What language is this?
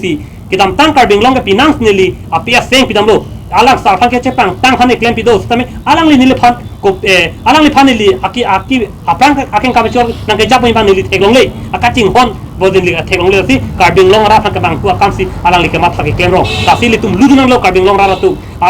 Karbi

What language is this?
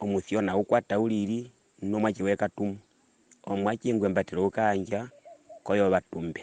Herero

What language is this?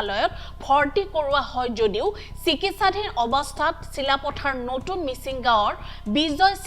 Assamese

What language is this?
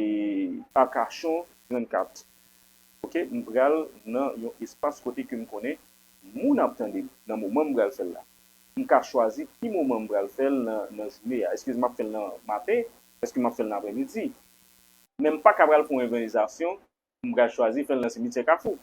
Haitian Creole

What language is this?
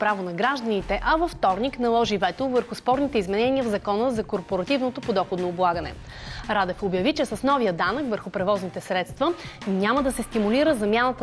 Bulgarian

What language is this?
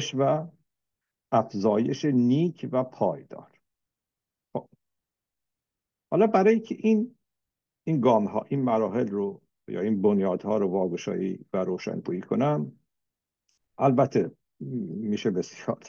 Persian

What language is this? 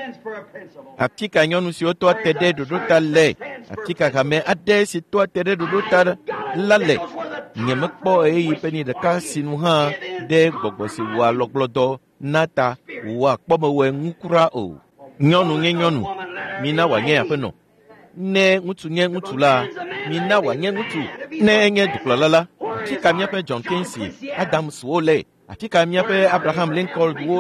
Ewe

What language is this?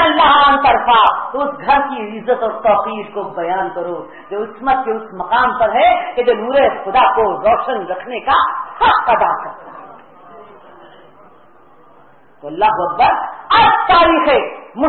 Urdu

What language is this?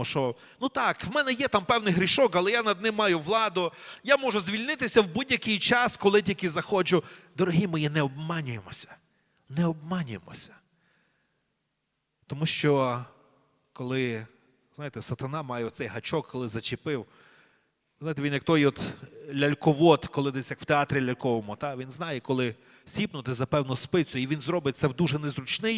Ukrainian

